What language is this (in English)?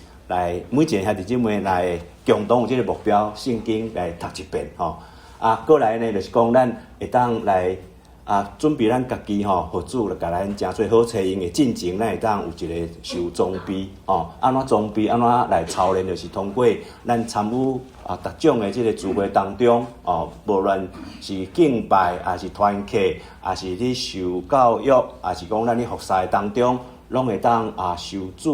Min Nan Chinese